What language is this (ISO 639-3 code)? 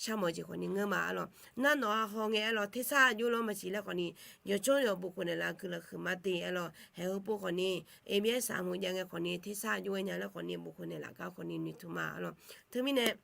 ahk